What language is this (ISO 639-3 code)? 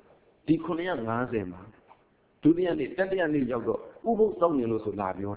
mya